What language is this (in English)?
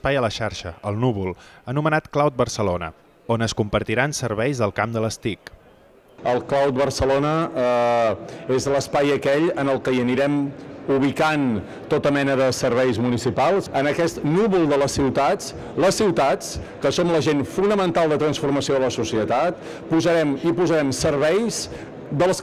Catalan